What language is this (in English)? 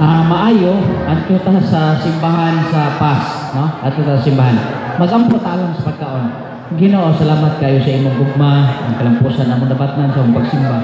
Cebuano